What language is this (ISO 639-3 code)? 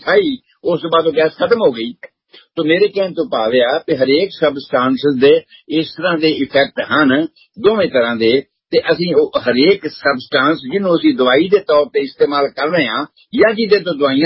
pan